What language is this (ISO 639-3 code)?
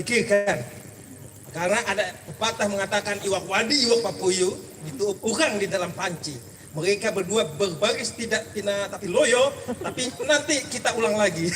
bjn